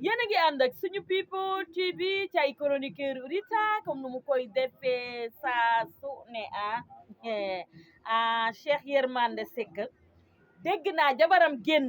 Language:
Wolof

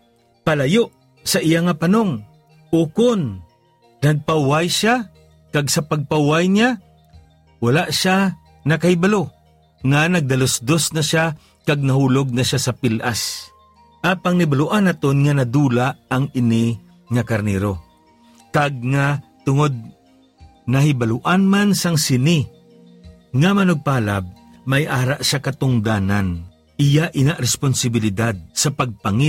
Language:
Hiligaynon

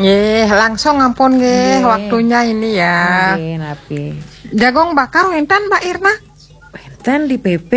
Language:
Balinese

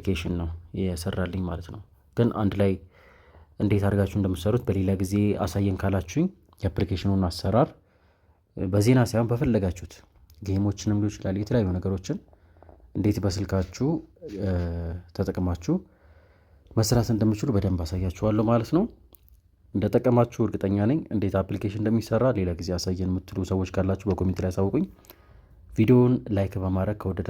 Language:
Amharic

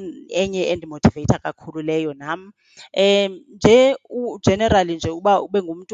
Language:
Xhosa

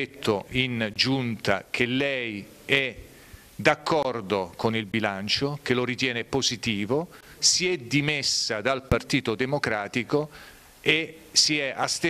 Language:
Italian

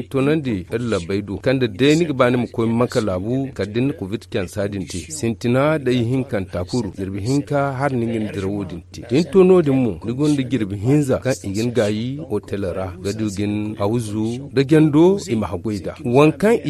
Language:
Zarma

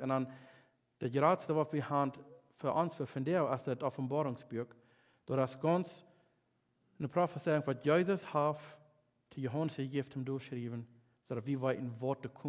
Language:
Plautdietsch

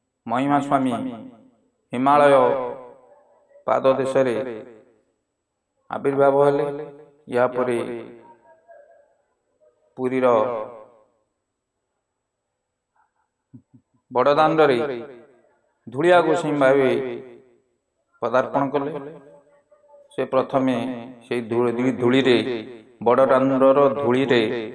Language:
Odia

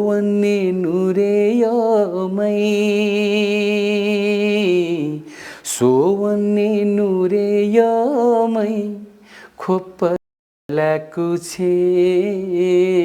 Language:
Newari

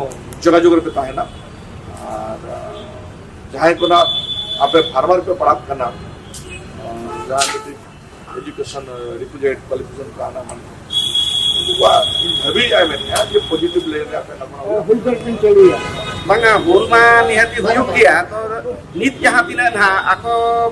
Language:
Santali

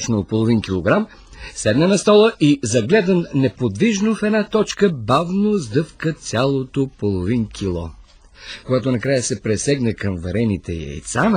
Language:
Bulgarian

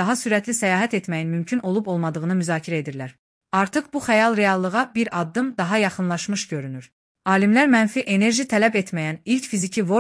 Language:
Azerbaijani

